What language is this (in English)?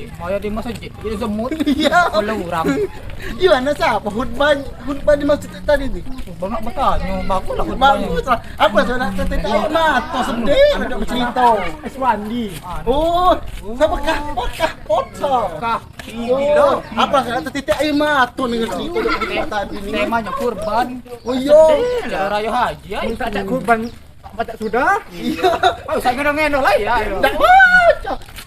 Musi